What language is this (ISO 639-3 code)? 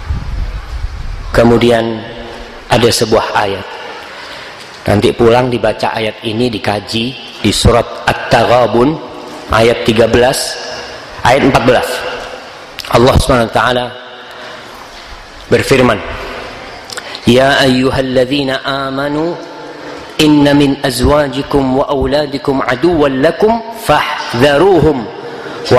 ind